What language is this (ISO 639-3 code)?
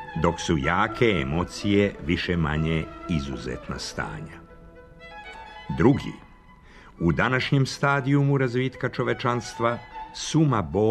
srp